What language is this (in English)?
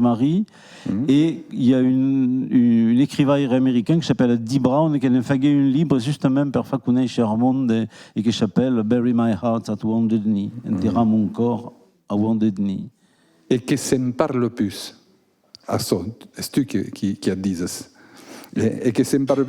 Occitan